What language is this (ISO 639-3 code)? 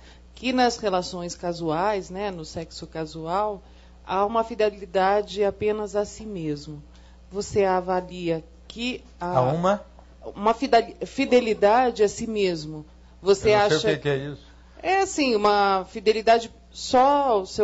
por